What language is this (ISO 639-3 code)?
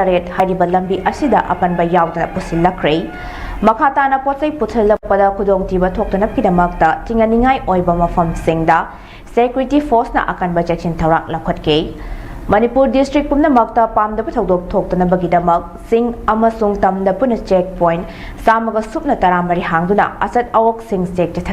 mni